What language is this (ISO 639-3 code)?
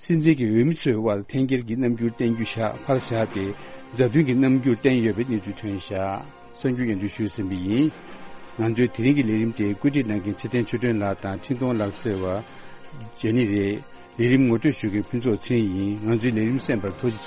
bod